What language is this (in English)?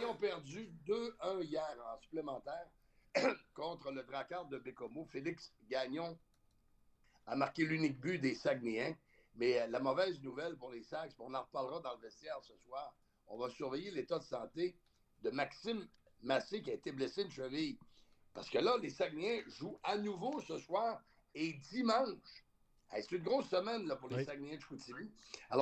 French